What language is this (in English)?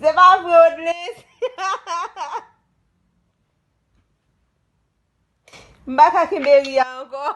Haitian Creole